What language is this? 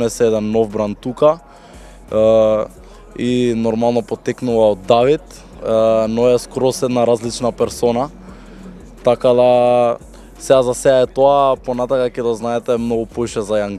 Macedonian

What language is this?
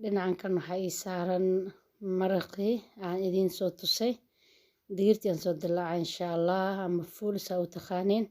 Somali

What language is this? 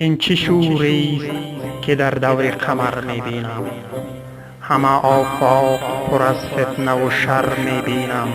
Tajik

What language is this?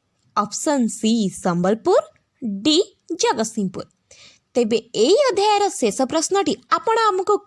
Odia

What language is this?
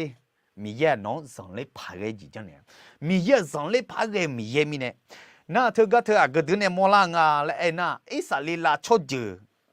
Akha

